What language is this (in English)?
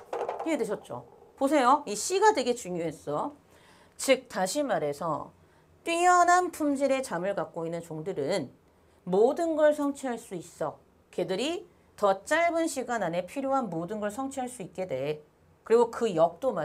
Korean